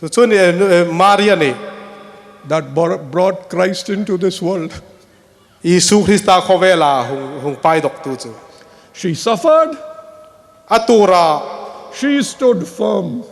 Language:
Hmar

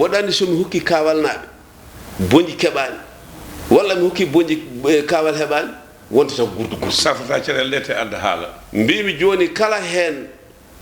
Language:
Fula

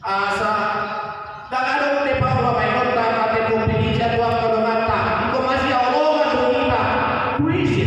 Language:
Batak Toba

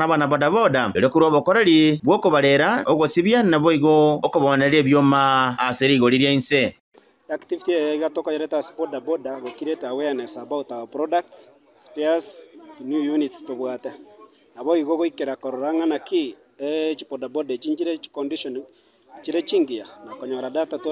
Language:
Gusii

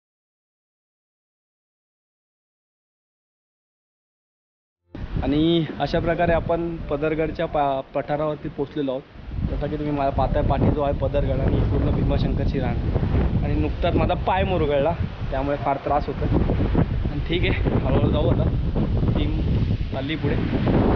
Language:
Marathi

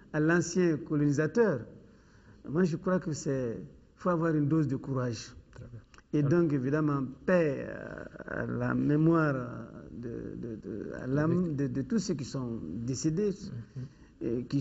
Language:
French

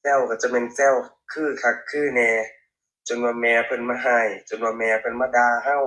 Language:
Northeastern Thai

